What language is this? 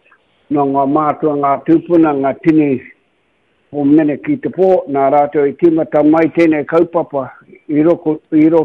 Māori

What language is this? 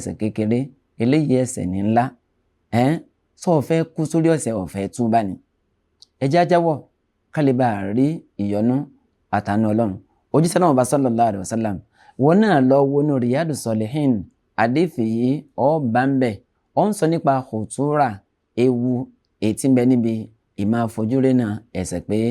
Yoruba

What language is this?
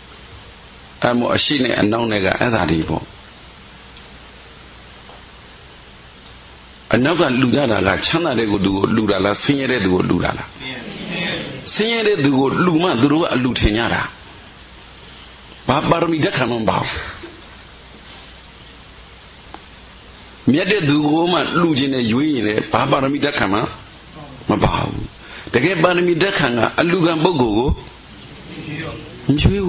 Burmese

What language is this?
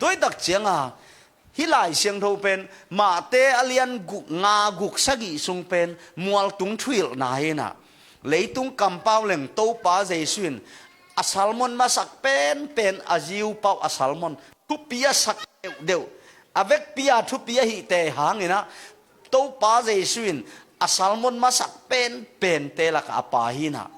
Tedim Chin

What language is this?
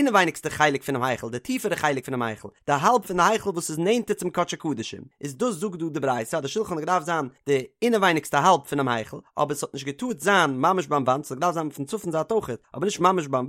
Yiddish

